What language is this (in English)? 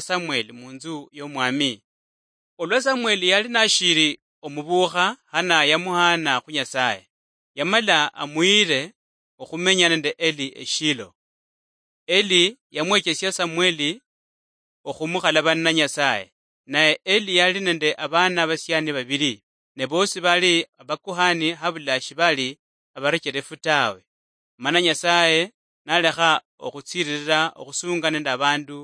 Luyia